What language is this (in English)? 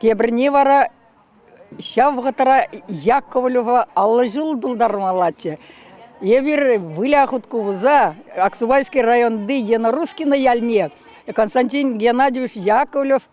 Chuvash